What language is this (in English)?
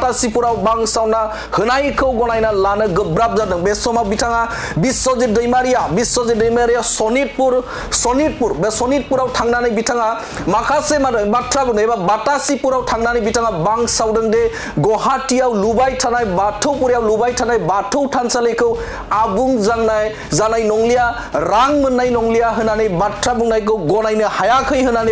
Bodo